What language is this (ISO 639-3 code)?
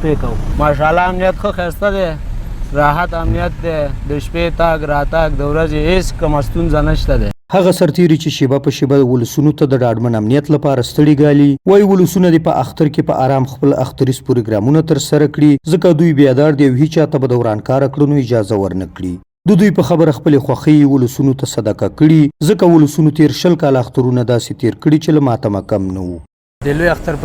pus